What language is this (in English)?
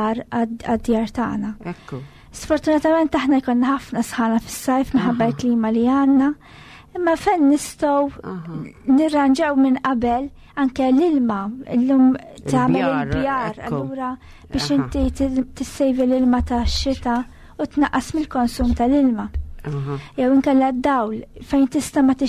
Maltese